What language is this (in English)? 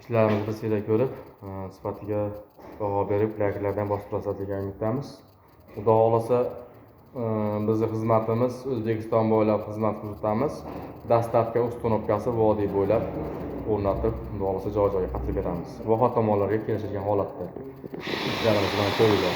Uzbek